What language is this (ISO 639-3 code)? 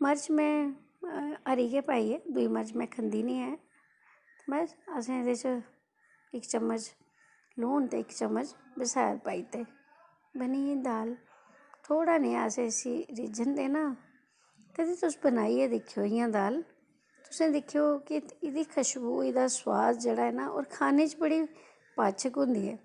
doi